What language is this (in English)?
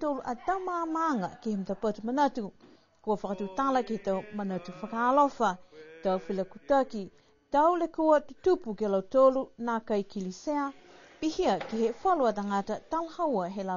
Niuean